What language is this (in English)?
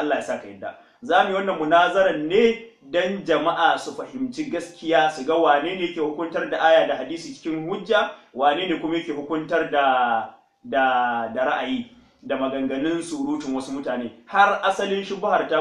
Hausa